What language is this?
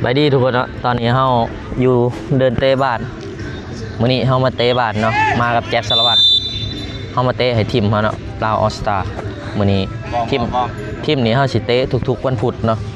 Lao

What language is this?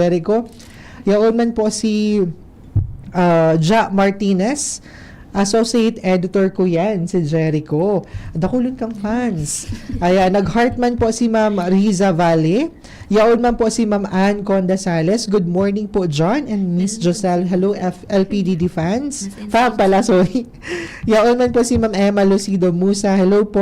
Bikol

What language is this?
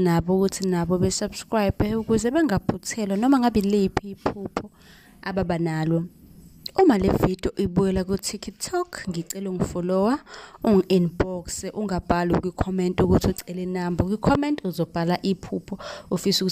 Zulu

